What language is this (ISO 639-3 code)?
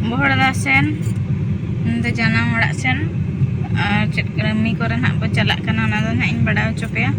sat